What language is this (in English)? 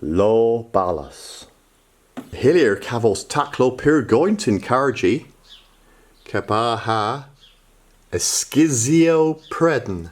Cornish